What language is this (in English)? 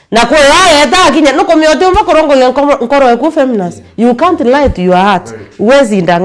Meru